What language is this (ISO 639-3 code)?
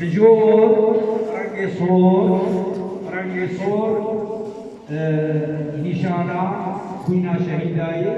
kur